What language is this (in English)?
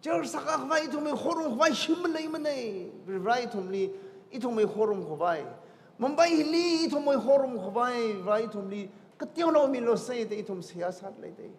Tangkhul Naga (India)